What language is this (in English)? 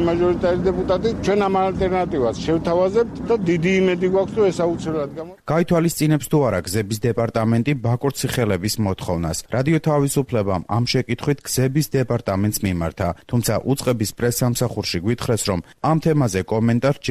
Georgian